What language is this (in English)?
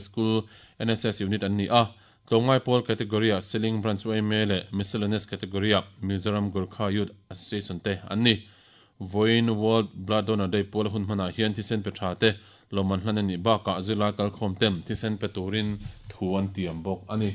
Mizo